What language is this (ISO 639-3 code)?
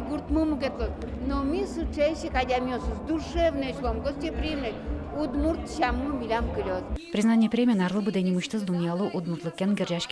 udm